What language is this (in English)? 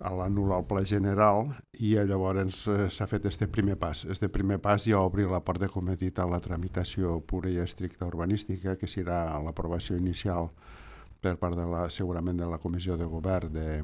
Catalan